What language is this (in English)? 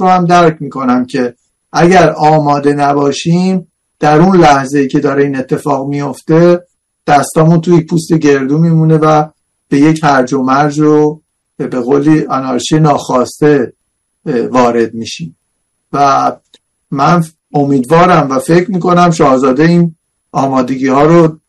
Persian